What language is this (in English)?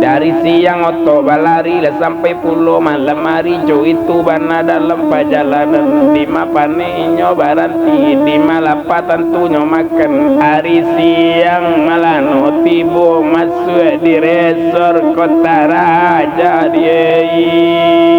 Minangkabau